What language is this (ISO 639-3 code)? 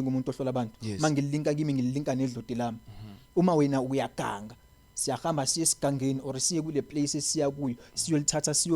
zul